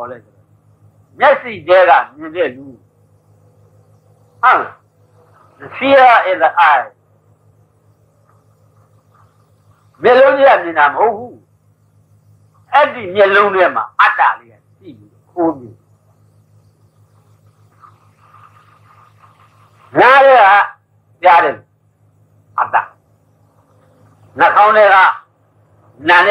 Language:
Burmese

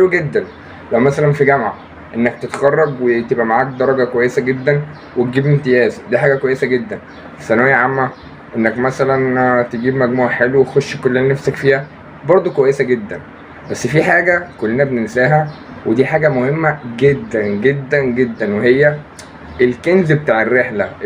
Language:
Egyptian Arabic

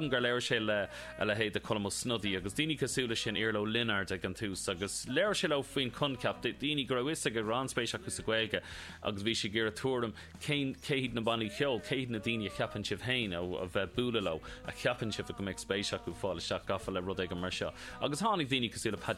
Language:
Irish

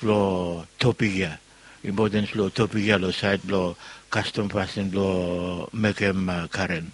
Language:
Bislama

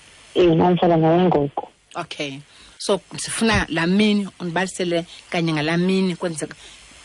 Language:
Xhosa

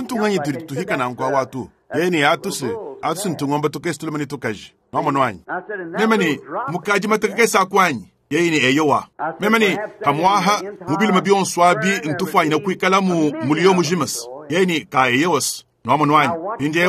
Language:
Luba-Lulua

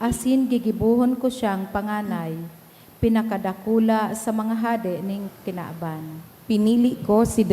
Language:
Bikol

